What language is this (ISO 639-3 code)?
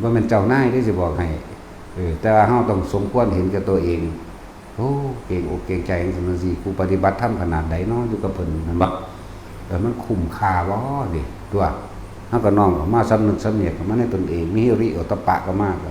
tts